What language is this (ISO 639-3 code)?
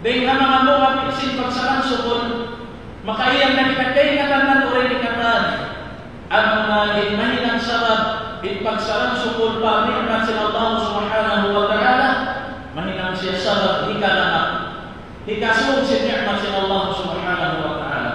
tsg